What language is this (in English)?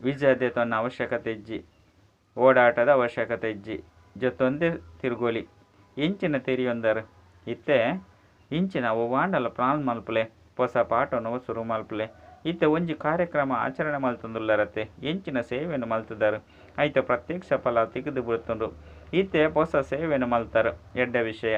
Tulu